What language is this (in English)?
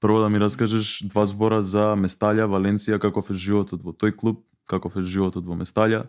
Macedonian